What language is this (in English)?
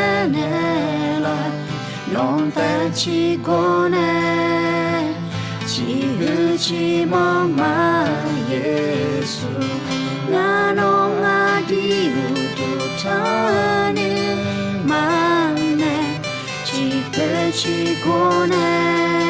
Akha